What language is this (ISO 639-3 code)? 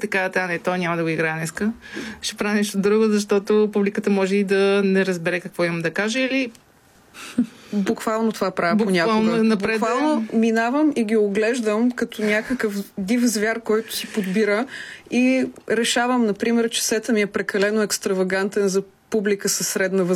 bul